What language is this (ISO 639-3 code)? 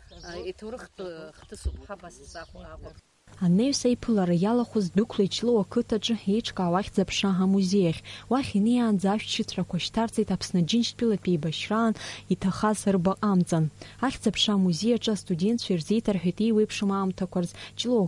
abk